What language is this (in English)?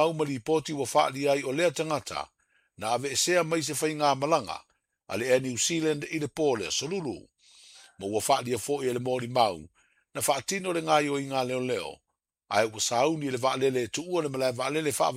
Samoan